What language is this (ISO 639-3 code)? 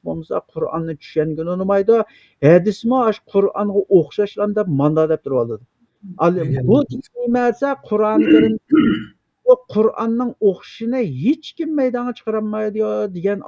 uig